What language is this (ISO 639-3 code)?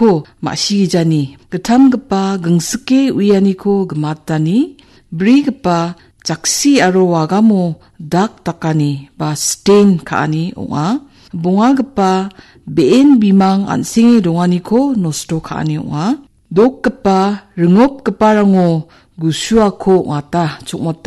grt